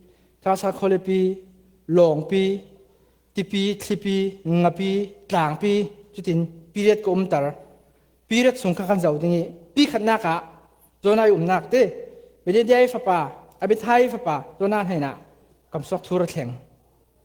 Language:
Falam Chin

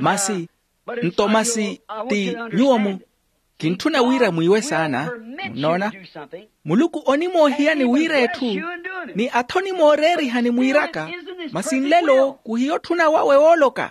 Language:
Makhuwa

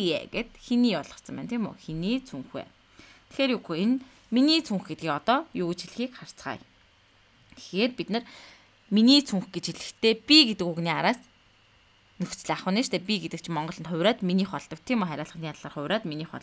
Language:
Mongolian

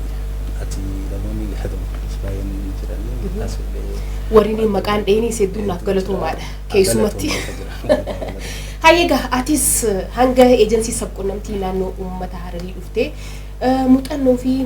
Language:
Oromo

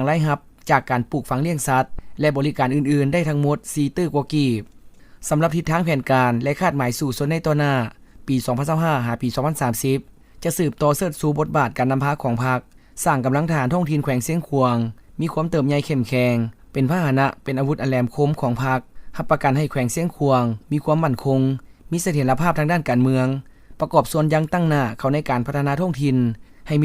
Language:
Lao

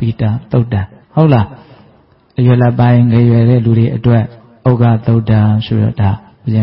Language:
Burmese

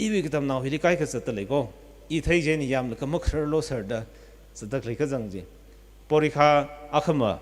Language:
Tangkhul Naga (India)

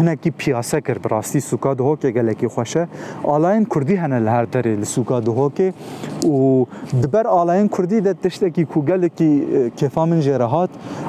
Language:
Kurdish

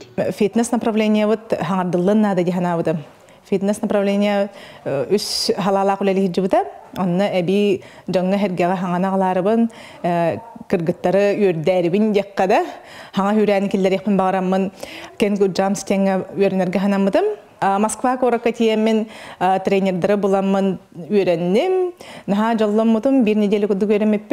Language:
Yakut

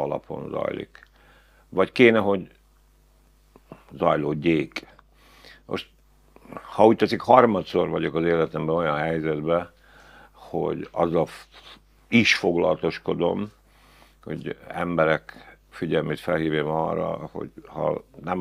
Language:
Hungarian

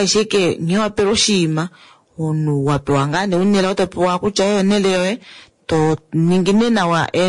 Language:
Kuanyama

